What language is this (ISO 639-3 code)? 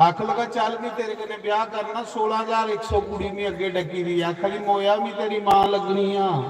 doi